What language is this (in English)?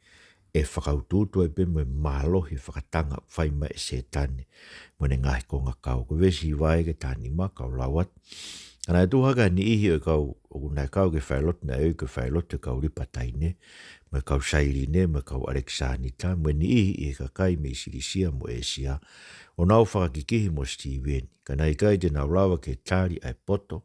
Tongan